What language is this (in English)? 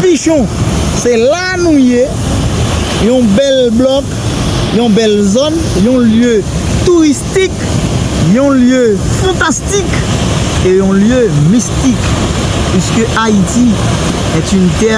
Haitian Creole